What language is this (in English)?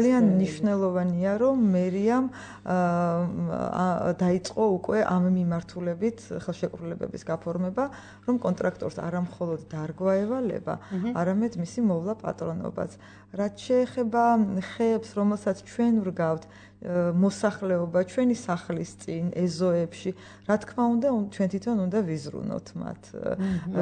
Georgian